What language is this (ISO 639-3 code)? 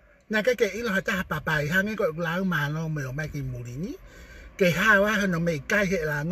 ton